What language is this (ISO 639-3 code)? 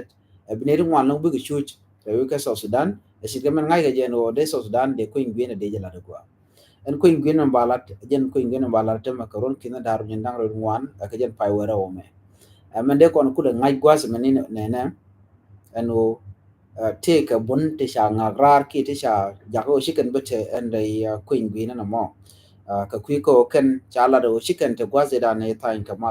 nus